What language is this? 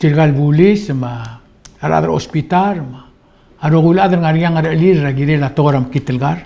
Palauan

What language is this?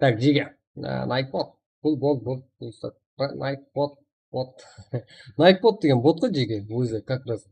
Kara-Kalpak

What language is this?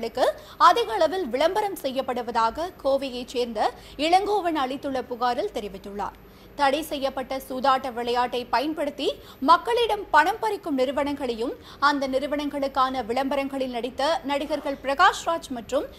Tamil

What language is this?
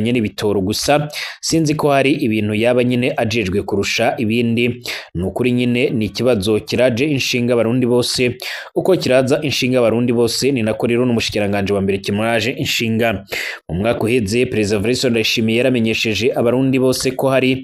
Rundi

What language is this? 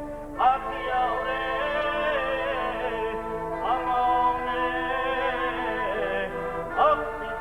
Kara-Kalpak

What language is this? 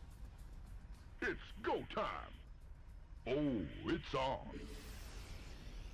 English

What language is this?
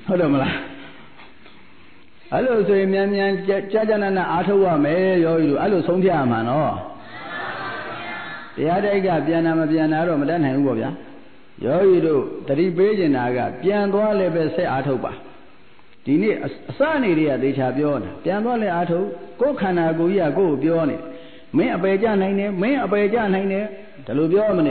Burmese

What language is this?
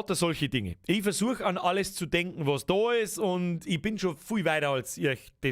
Bavarian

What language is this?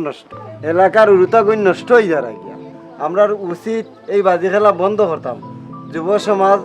Sylheti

